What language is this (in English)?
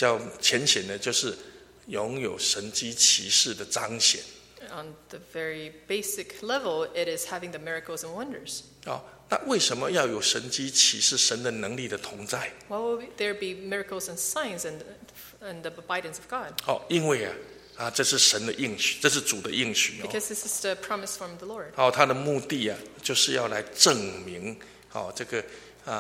Chinese